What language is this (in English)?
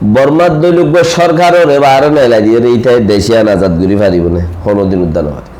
Rohingya